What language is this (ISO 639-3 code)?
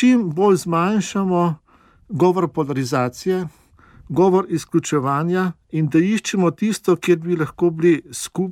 slv